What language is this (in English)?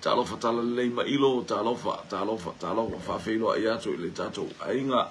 Samoan